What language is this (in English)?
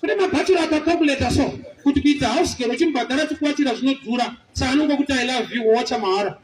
Shona